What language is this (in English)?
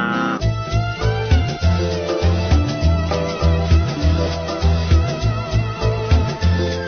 Swahili